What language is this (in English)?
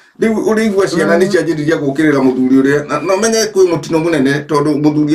Kikuyu